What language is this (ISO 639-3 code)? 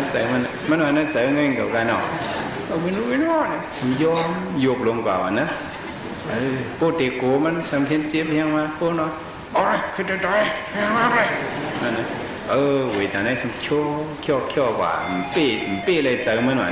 shn